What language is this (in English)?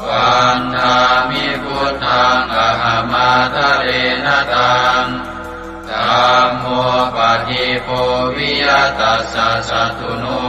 Pali